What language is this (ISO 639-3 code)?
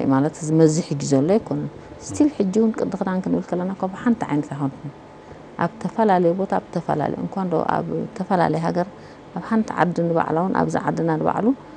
tir